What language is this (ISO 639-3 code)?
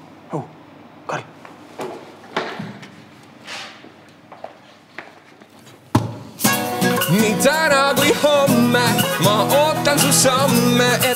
est